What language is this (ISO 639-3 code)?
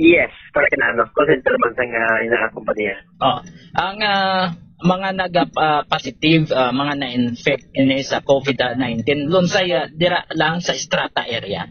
hil